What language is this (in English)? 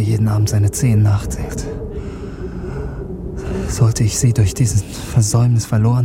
German